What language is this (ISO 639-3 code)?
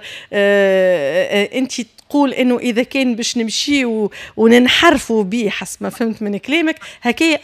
aeb